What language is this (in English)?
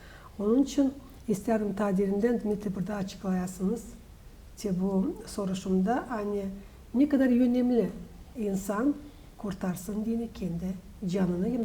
Gagauz